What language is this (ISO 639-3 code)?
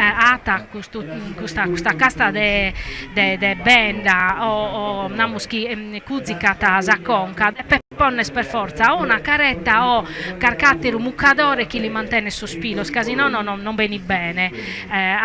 srd